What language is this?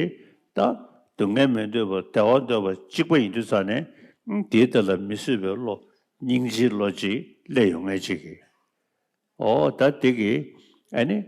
Tibetan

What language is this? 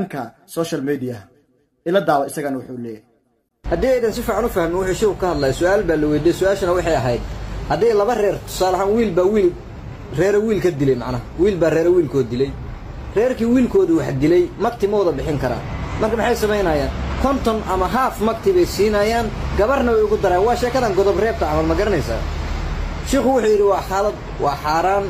Somali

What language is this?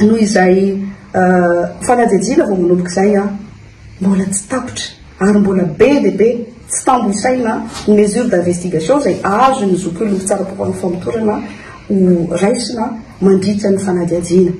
Malagasy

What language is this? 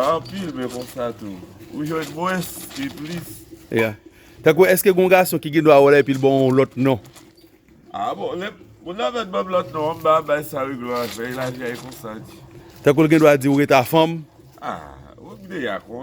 Haitian Creole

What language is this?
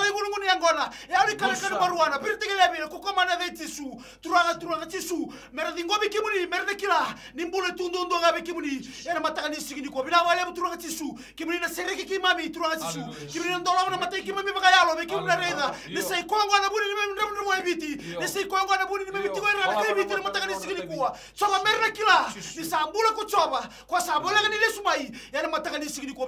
Fijian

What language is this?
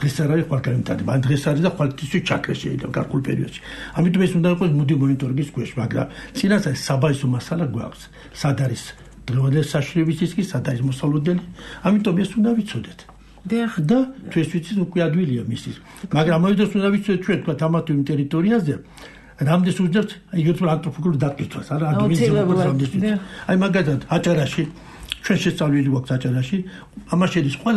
Georgian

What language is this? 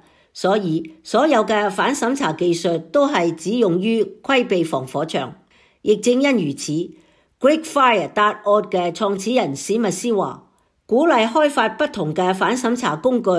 Cantonese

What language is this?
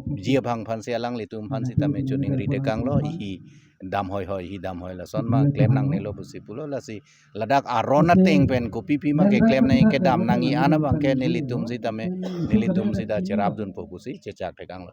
Karbi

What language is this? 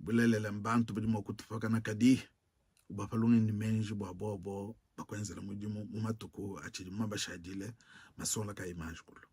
Luba-Lulua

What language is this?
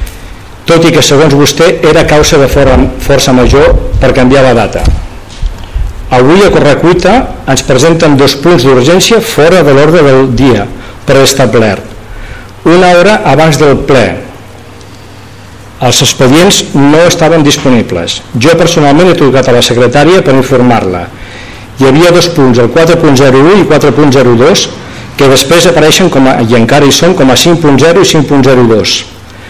Catalan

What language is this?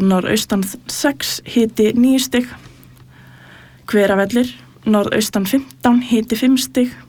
Icelandic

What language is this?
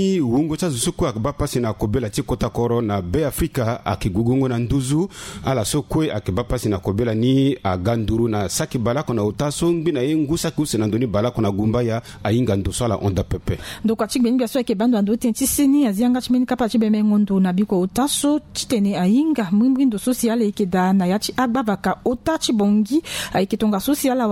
Sango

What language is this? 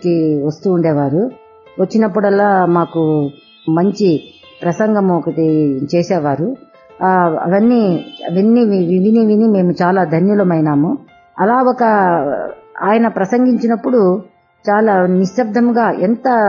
Telugu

